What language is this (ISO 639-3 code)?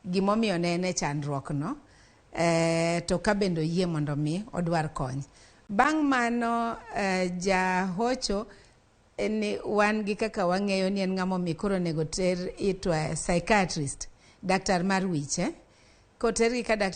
luo